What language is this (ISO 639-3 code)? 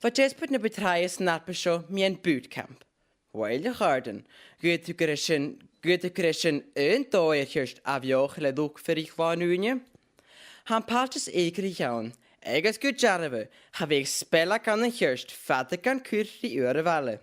gla